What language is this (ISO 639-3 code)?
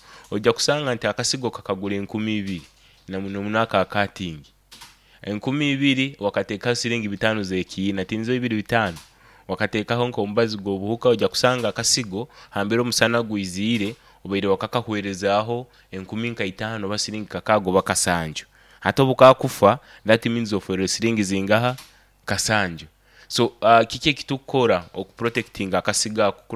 nyo